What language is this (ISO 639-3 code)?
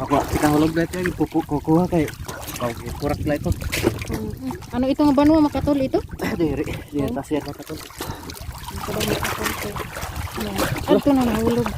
war